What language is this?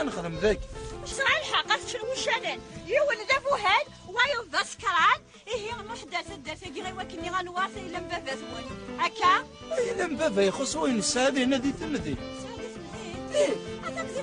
Kabyle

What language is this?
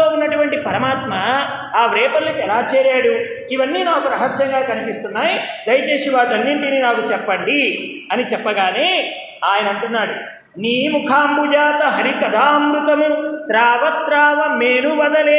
Telugu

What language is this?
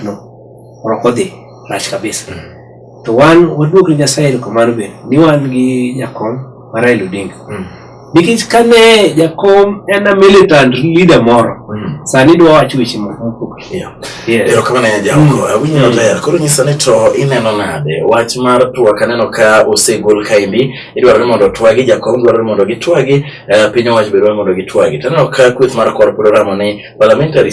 Luo (Kenya and Tanzania)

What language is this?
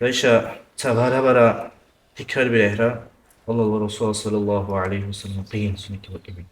Dargwa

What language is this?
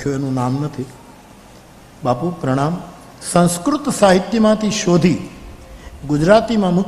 Gujarati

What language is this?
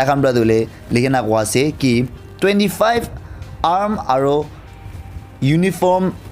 Naga Pidgin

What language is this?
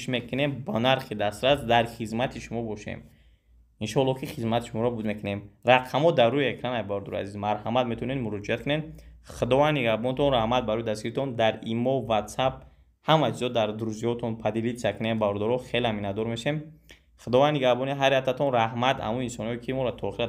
Tajik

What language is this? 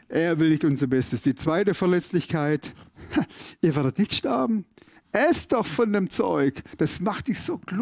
Swiss German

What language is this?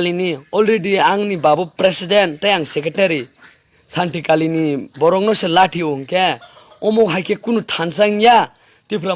Kok Borok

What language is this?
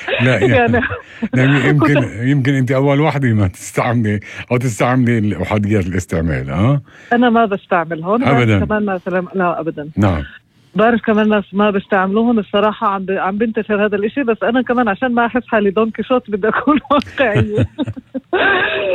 North Levantine Arabic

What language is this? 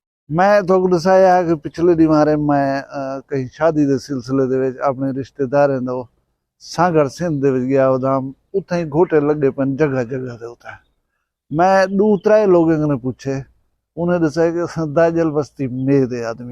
Saraiki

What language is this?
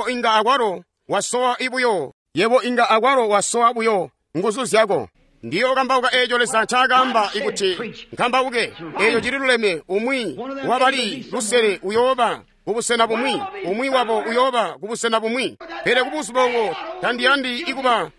Tonga (Zambia)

